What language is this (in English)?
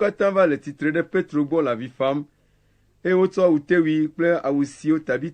Ewe